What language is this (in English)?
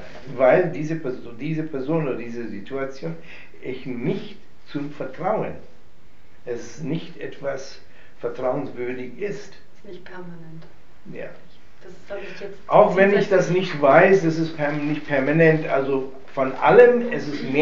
German